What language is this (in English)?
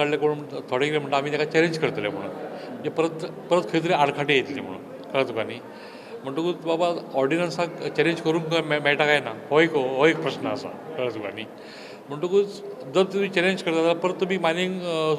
Konkani